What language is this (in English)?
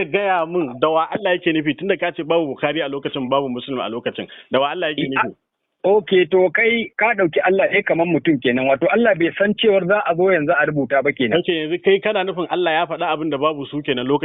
Hausa